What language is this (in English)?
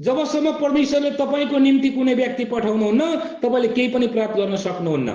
Nepali